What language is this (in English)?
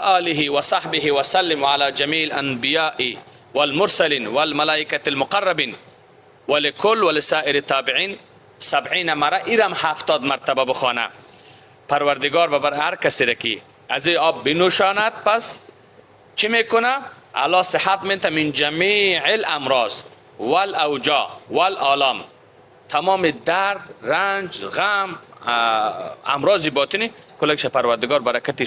Persian